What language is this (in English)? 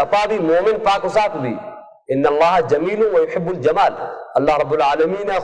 Baluchi